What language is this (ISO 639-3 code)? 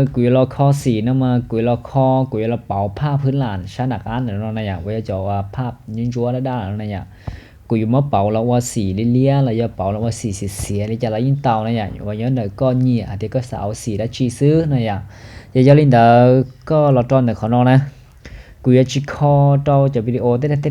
hmn